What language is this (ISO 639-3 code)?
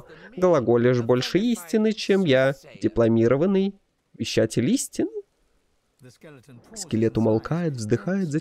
rus